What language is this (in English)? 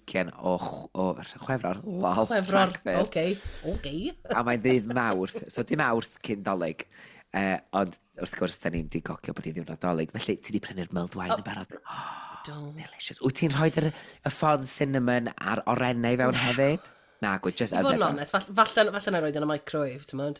Welsh